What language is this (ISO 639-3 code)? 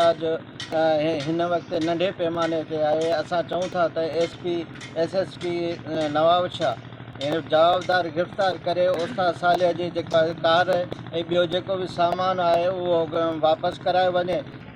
snd